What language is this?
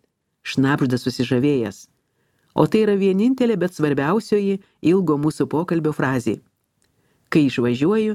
Lithuanian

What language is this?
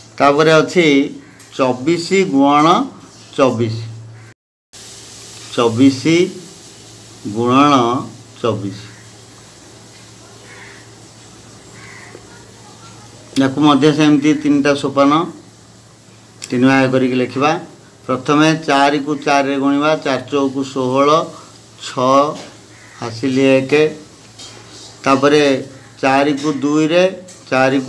Odia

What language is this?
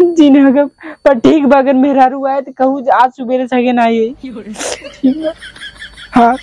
Awadhi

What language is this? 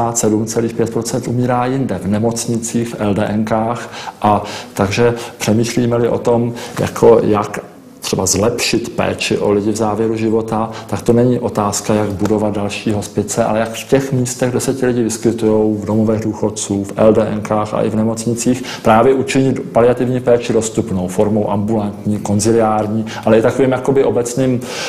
Czech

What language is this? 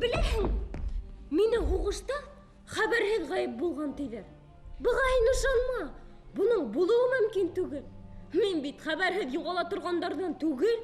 Bashkir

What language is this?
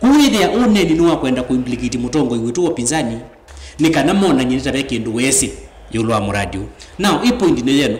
Kamba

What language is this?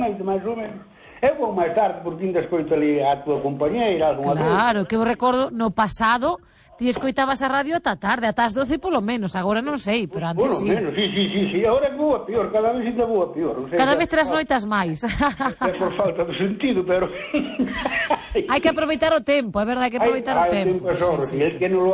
Galician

